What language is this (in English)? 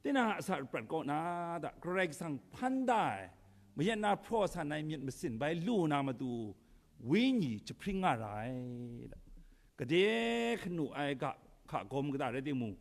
Kachin